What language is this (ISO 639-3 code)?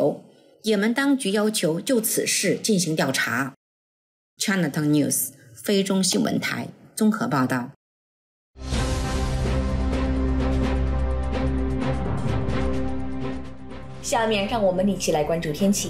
zho